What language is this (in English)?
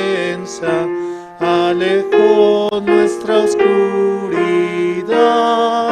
Aymara